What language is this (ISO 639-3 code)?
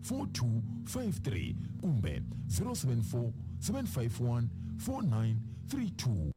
tso